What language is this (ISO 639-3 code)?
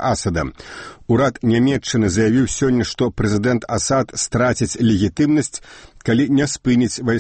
bel